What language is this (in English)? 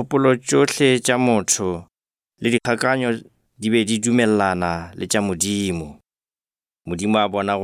Northern Sotho